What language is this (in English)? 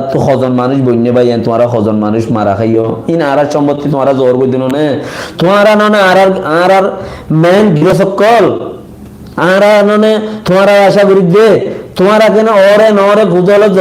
Rohingya